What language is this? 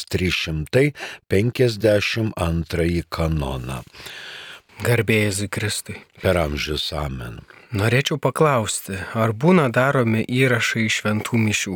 Lithuanian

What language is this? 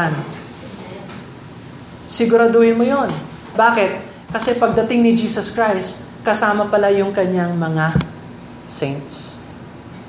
Filipino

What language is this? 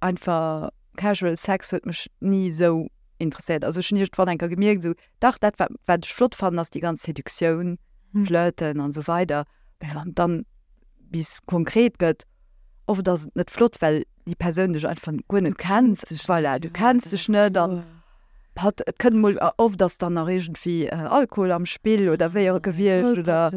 Luxembourgish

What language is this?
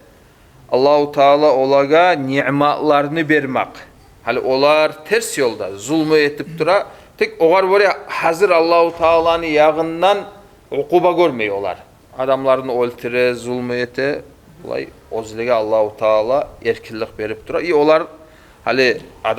Kumyk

